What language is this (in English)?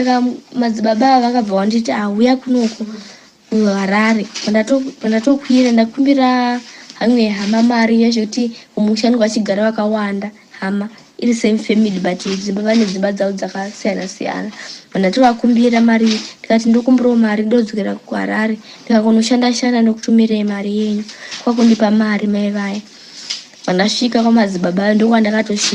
Shona